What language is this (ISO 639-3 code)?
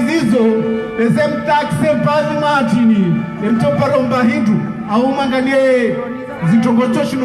zdj